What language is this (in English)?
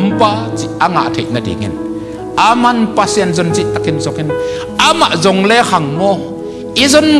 Tedim Chin